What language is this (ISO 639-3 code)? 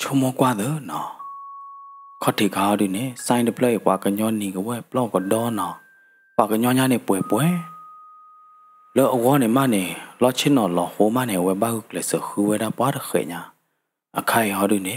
ksw